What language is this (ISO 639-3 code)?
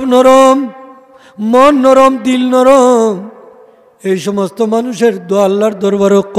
syl